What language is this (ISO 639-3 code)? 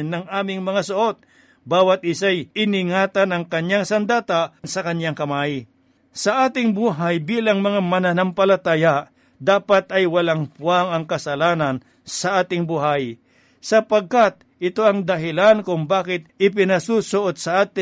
fil